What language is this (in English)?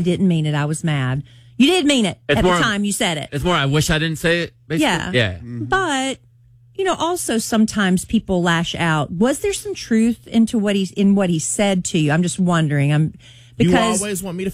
English